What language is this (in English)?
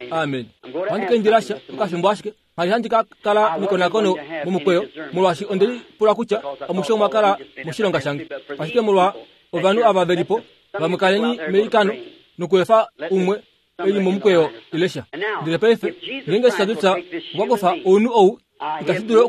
Kuanyama